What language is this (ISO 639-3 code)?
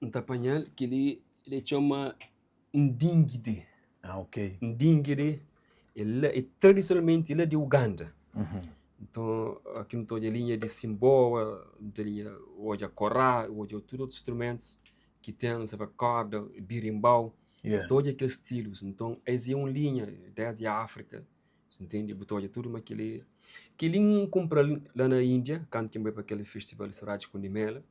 kea